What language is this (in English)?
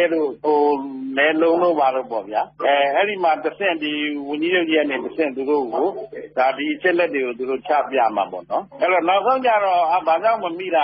Burmese